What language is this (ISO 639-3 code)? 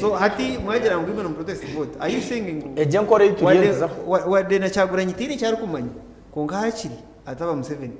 nyn